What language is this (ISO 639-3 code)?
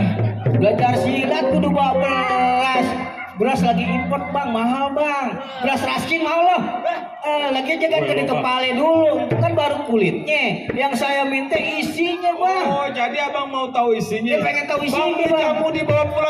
bew